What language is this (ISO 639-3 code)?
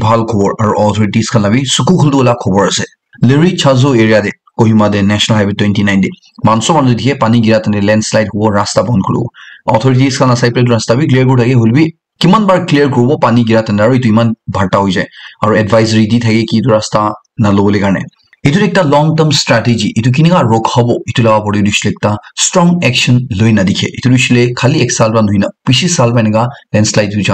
nag